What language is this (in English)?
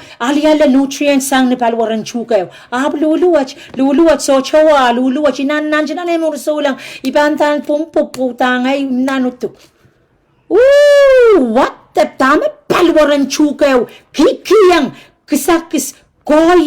Pohnpeian